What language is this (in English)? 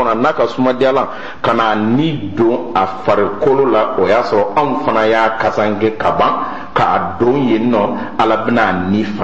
Bambara